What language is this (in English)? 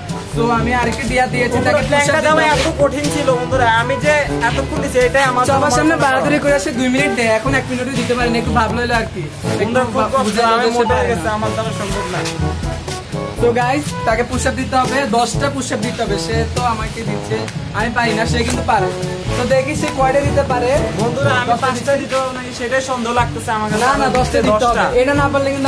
Bangla